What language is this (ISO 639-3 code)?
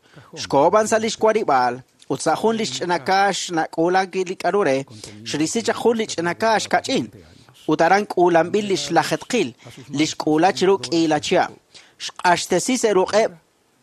kek